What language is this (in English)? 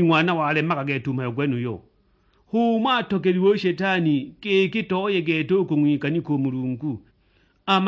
Sukuma